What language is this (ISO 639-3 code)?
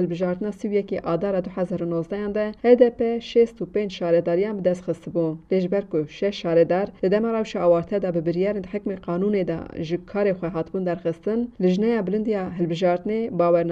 kur